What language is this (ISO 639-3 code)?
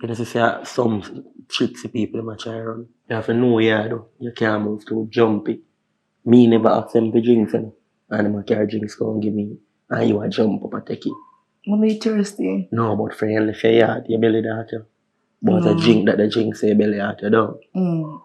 jam